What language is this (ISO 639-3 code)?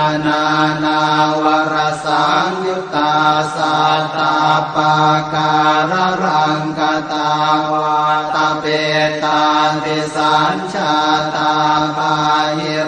pli